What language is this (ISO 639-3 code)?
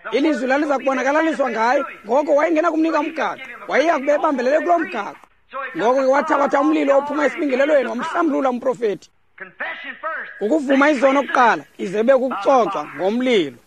xho